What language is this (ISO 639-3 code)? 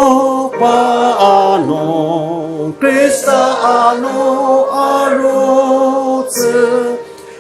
njo